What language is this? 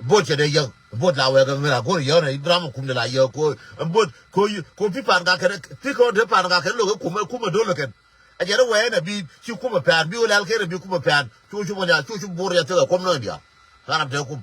Nuer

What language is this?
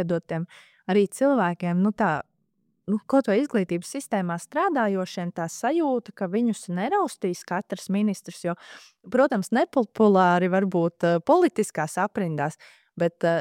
Latvian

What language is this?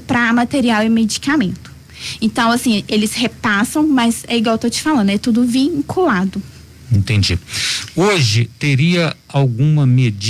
Portuguese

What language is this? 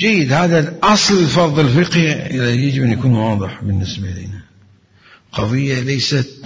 Mesopotamian Arabic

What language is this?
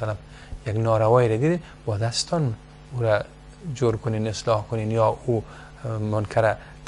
Persian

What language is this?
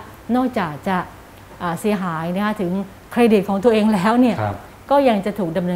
Thai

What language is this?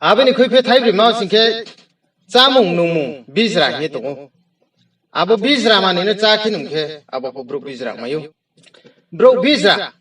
Riang (India)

